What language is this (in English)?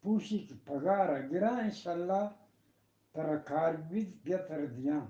Eastern Balochi